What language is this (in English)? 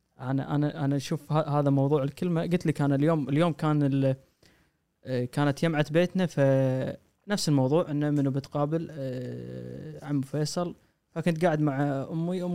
Gulf Arabic